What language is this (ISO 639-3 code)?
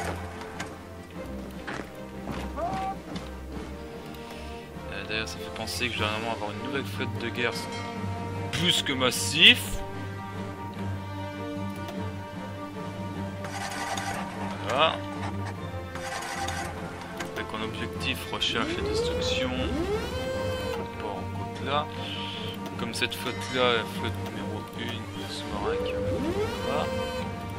fra